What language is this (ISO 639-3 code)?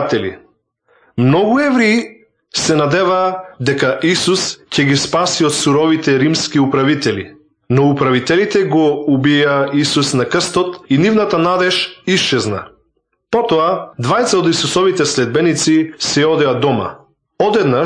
mkd